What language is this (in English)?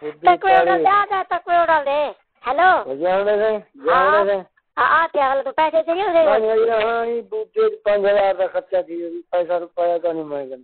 Saraiki